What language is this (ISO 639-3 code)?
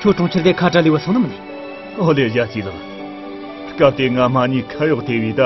bod